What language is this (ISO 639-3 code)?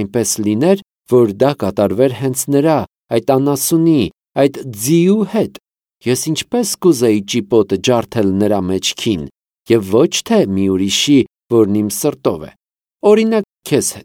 hye